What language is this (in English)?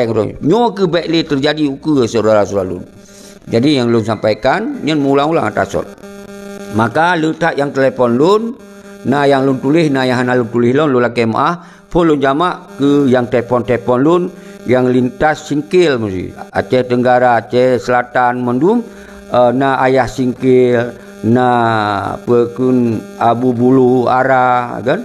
Achinese